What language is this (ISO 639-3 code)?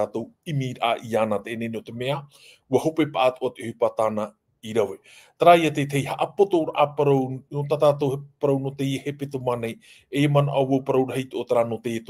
tah